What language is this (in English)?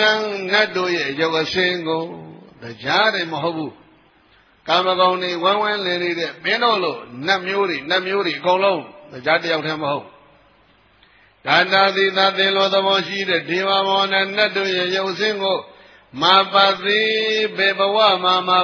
Burmese